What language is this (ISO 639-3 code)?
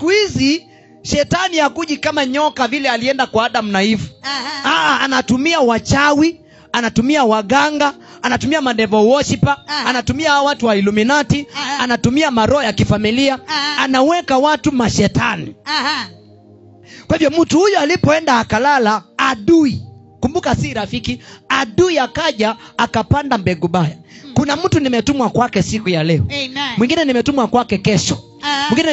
swa